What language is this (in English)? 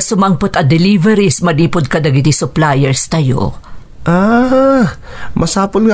Iloko